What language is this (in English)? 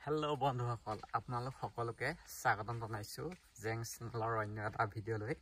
Assamese